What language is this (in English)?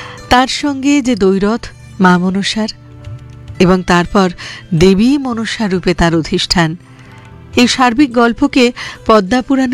Bangla